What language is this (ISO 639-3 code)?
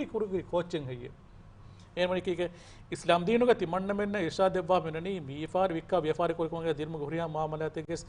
div